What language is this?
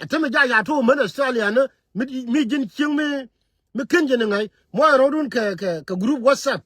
Nuer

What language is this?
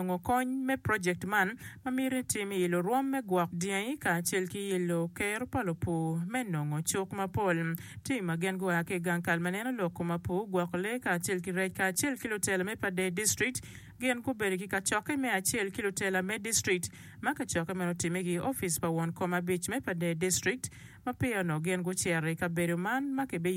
Acoli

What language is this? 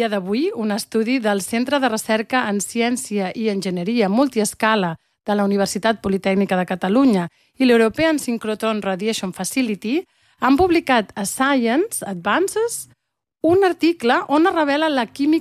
Catalan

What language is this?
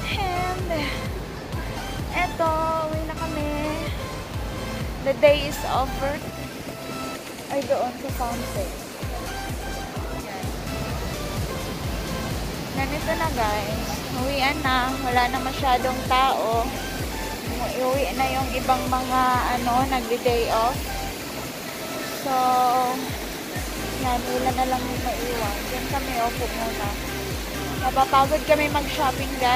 Filipino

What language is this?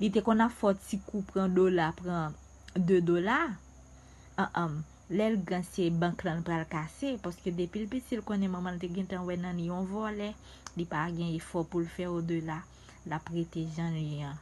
Haitian Creole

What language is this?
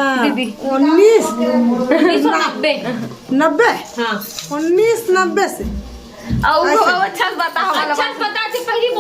Chhattisgarhi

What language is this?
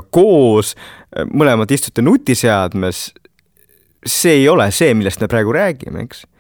Estonian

